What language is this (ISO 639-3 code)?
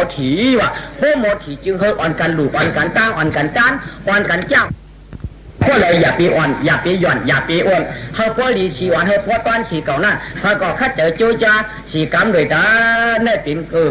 shn